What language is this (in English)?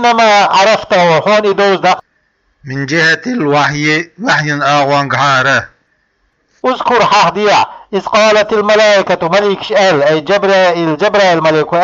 Chechen